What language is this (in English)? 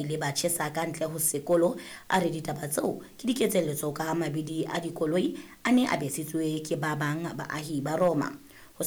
Southern Sotho